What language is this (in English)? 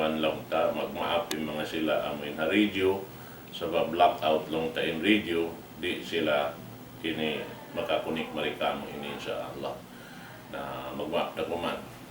Tausug